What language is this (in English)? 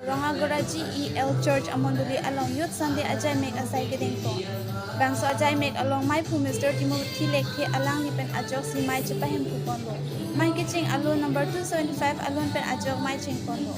Karbi